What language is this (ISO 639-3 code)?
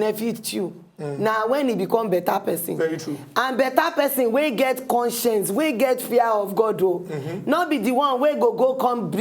pcm